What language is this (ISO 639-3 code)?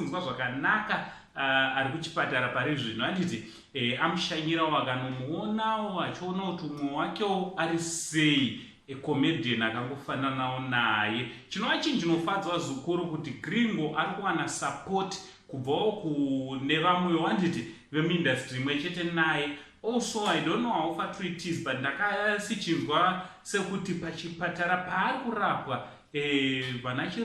sna